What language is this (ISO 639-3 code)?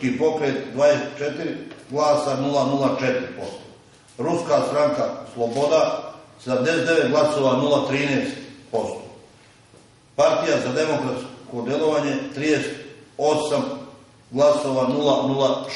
srp